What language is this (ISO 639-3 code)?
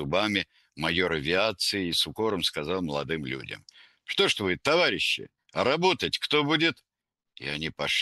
rus